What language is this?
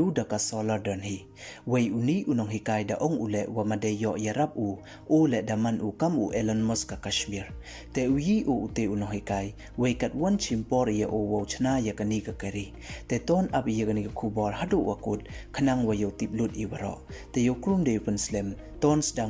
Pnar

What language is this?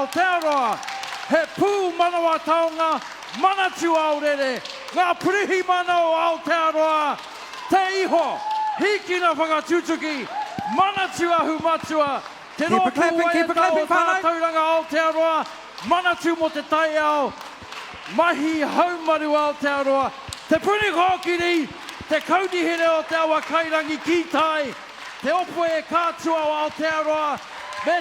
Māori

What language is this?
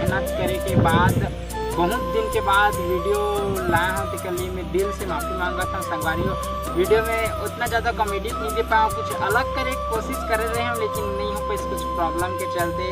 Chhattisgarhi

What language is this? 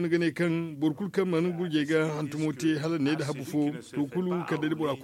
Zarma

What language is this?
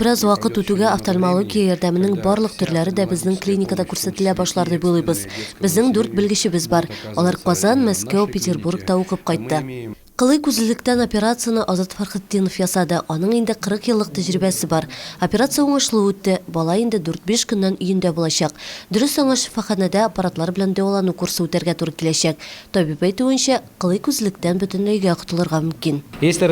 Tatar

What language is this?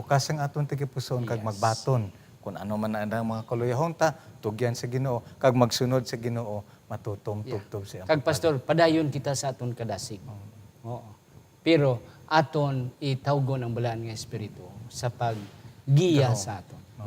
Hiligaynon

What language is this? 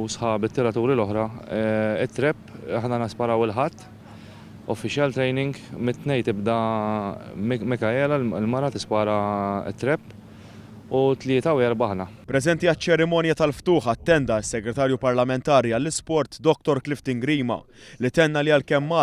Maltese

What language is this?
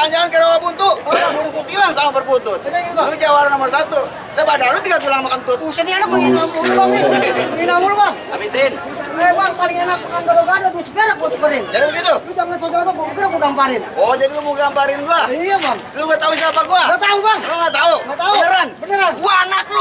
Betawi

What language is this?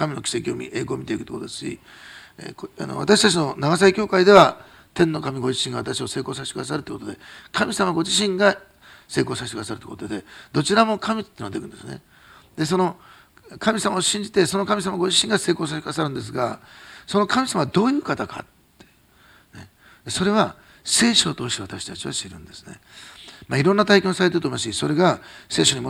Japanese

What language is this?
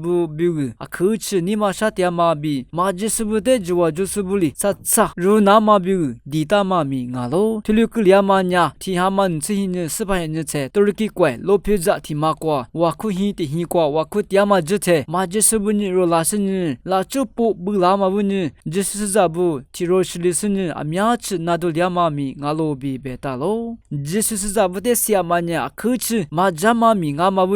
Lisu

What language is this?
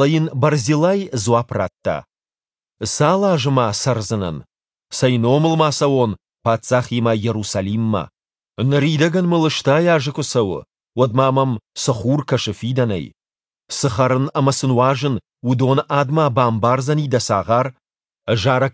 Ossetic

